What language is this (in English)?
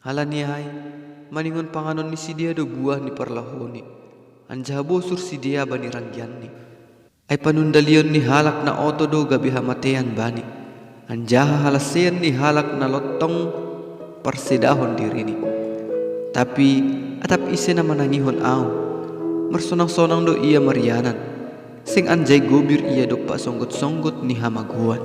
Batak Simalungun